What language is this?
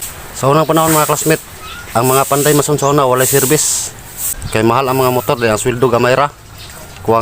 Cebuano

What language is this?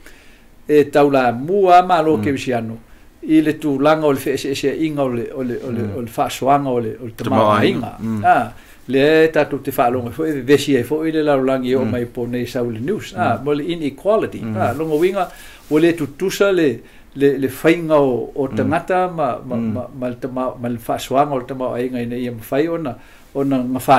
Samoan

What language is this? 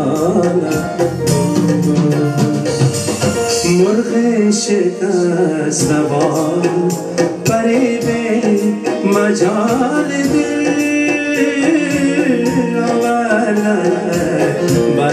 Persian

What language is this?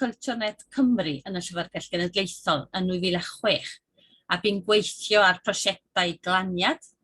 Welsh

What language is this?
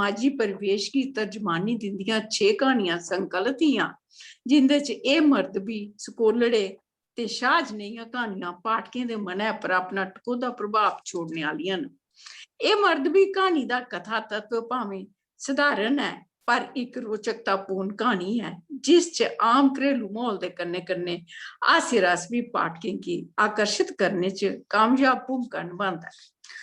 Dogri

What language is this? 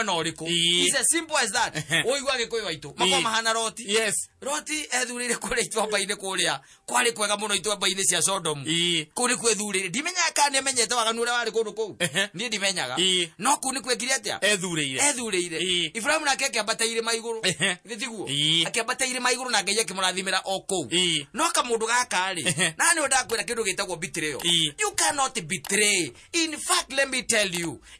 Kikuyu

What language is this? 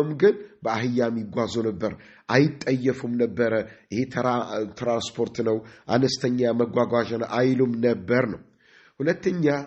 Amharic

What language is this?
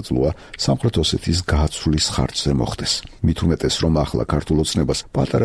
Georgian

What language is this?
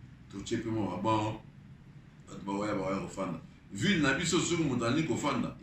Lingala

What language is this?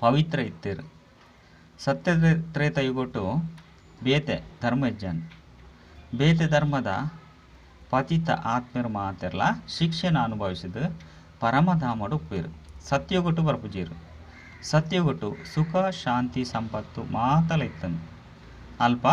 Tulu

